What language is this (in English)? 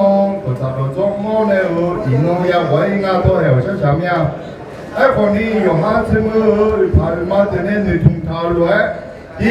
Akha